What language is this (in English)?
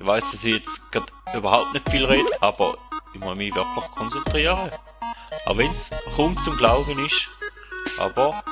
Swiss German